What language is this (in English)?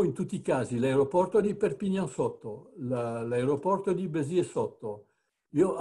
Italian